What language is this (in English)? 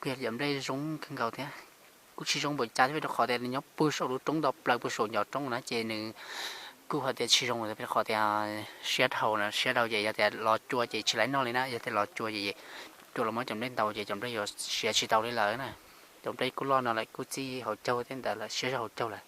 Hmong